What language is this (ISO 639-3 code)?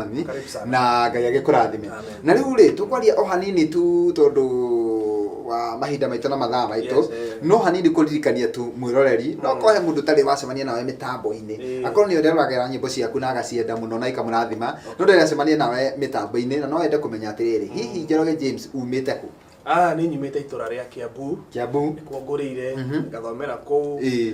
kik